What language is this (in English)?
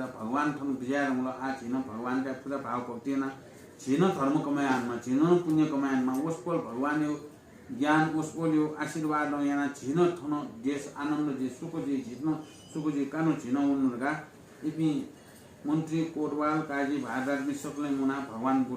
Newari